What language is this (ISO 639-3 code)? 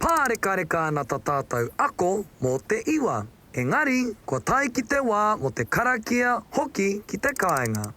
mri